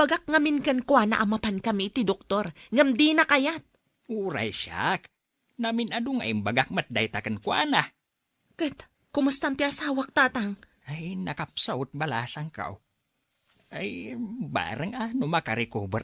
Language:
Iloko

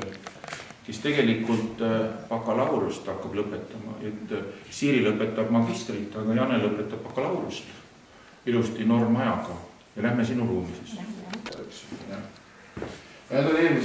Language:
Estonian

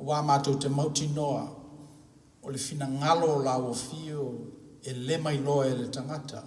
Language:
Samoan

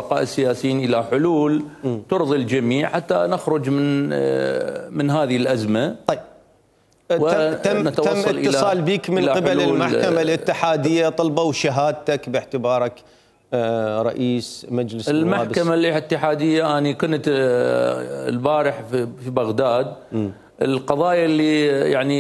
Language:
Mesopotamian Arabic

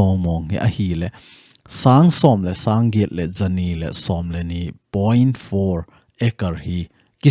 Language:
Thado Chin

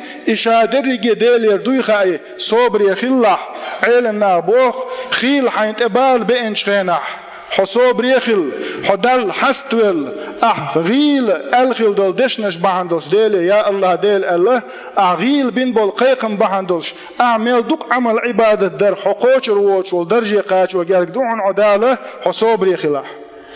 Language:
Chechen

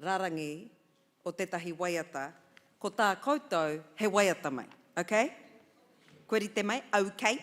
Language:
Māori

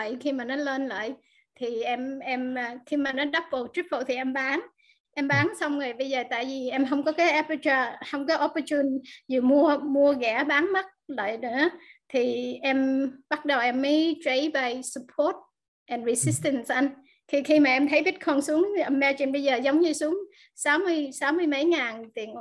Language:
Vietnamese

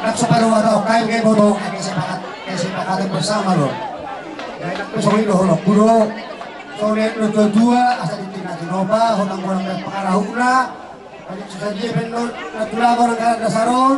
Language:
Batak Toba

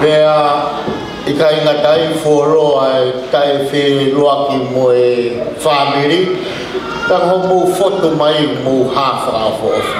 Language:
Tongan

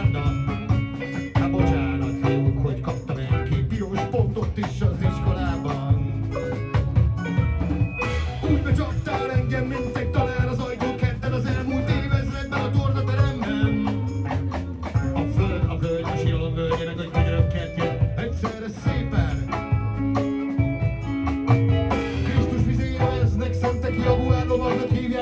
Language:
Hungarian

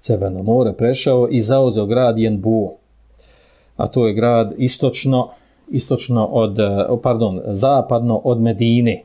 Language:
Bosnian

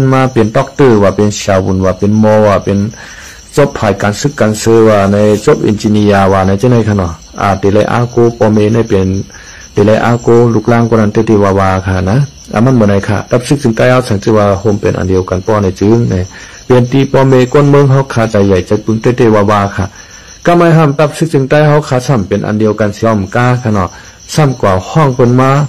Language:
Shan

